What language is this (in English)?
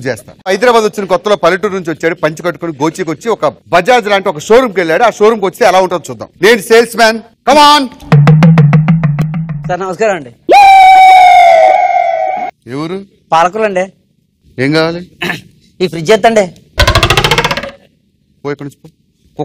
Telugu